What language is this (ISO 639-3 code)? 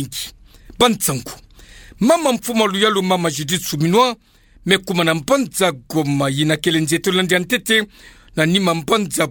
ktu